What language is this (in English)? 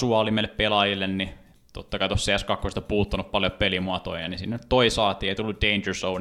Finnish